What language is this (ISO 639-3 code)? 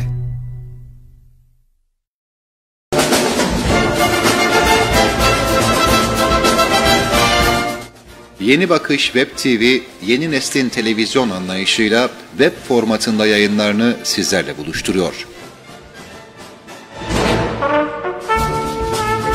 tur